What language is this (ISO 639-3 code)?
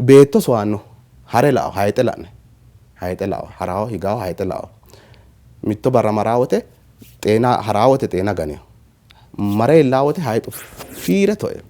sid